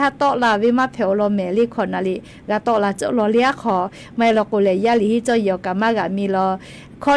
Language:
Lahu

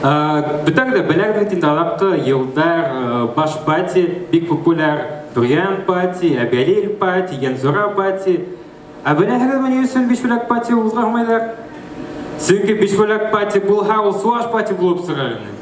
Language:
Bashkir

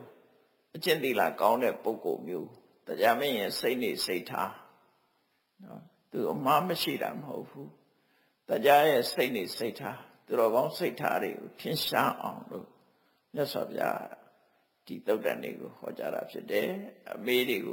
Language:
Burmese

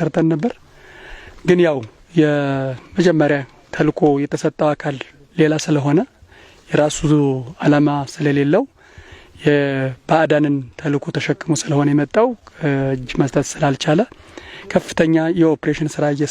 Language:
Amharic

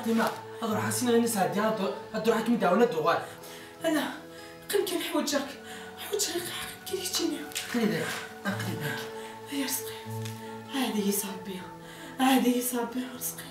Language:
Kabyle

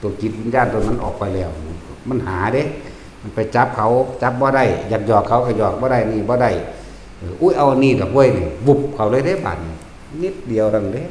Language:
Lao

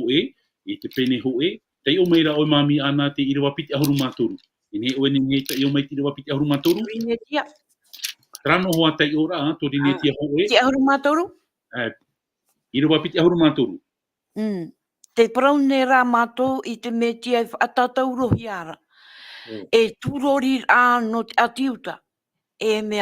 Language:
Tahitian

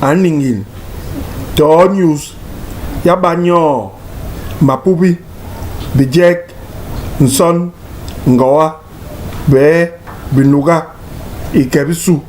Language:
Basaa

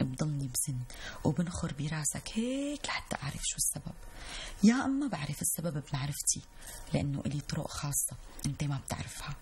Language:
North Levantine Arabic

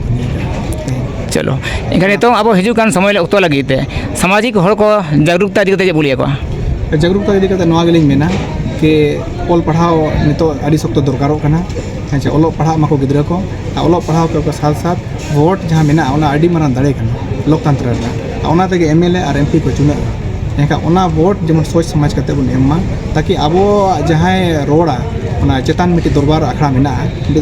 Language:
Santali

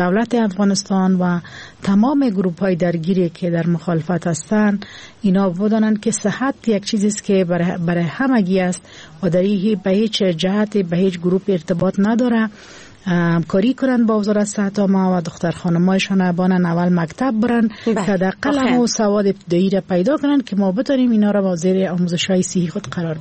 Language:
Persian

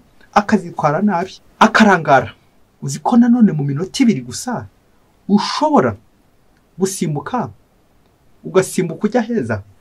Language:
Kinyarwanda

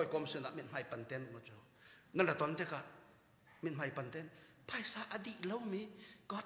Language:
Hakha Chin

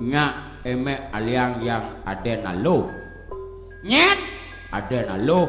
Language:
Balinese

